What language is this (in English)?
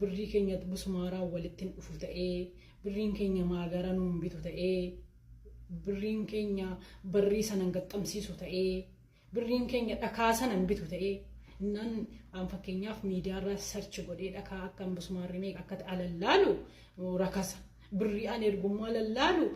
Oromo